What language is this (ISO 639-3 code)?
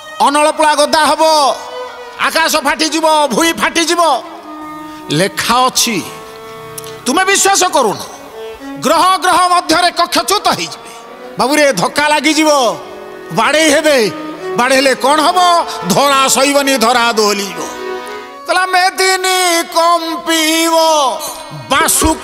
ori